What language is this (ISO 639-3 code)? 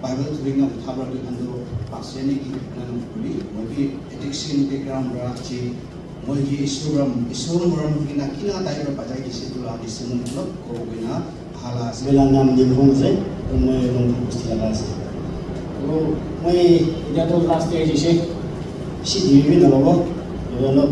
nag